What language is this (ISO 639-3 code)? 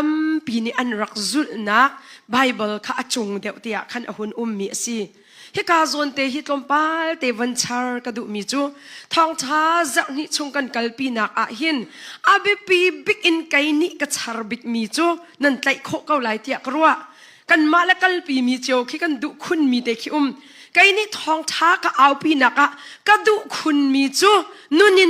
cnh